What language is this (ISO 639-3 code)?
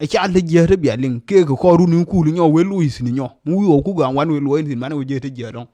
nus